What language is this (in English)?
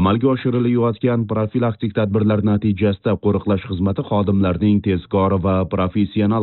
Uzbek